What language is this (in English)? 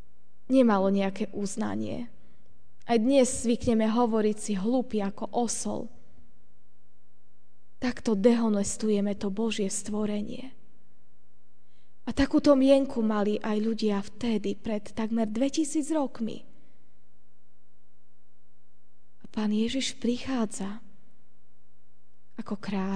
Slovak